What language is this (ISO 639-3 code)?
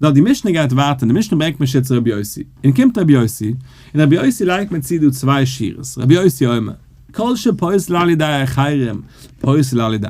yid